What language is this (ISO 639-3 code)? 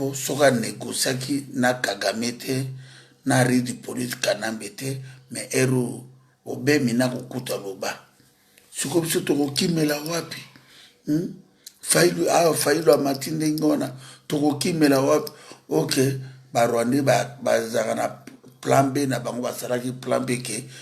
lin